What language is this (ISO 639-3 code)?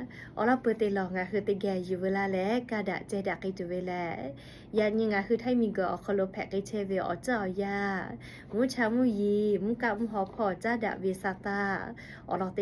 lhu